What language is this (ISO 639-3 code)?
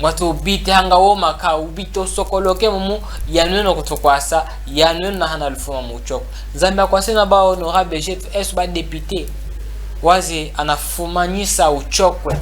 cjk